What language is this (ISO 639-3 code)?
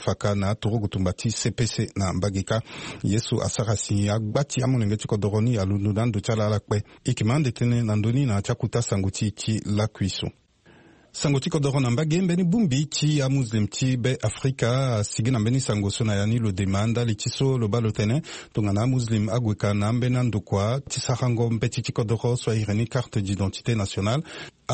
sag